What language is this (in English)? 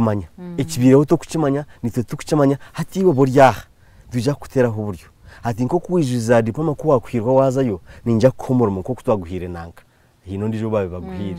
Nyankole